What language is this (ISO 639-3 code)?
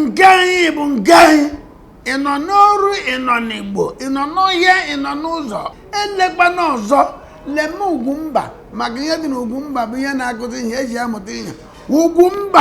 ibo